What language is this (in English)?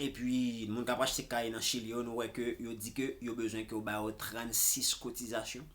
Haitian Creole